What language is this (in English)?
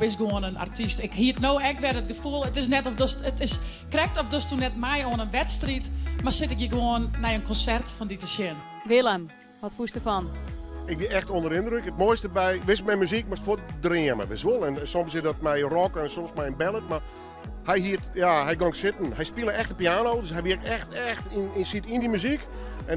Western Frisian